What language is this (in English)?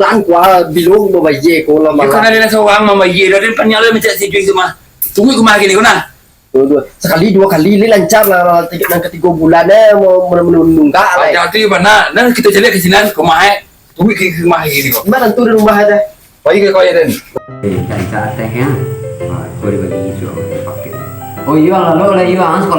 Minangkabau